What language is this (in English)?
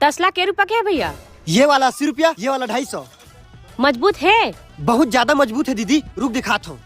Chhattisgarhi